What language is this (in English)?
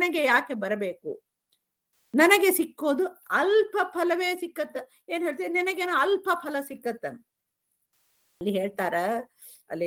Kannada